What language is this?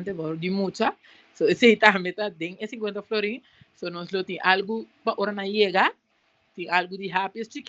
Papiamento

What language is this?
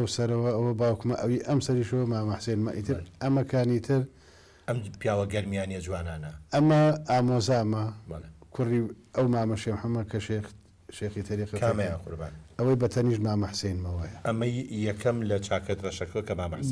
Central Kurdish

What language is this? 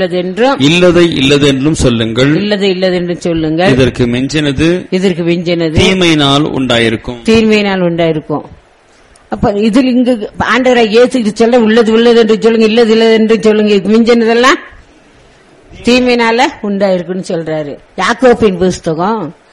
Tamil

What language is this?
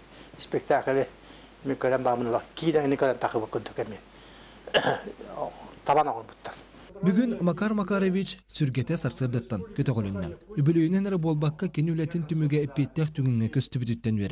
Yakut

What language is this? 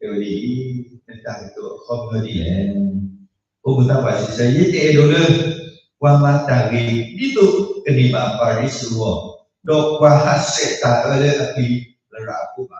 S'gaw Karen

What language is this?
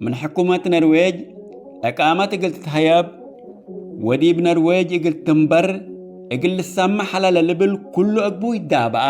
Tigre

